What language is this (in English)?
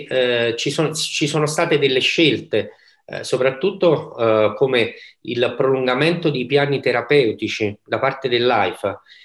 Italian